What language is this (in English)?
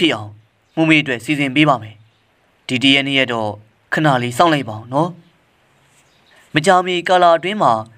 Burmese